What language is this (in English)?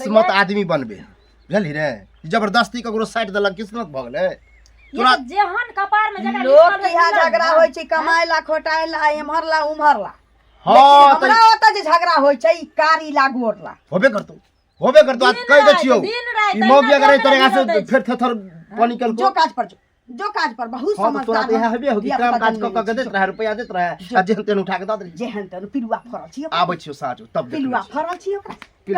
Maithili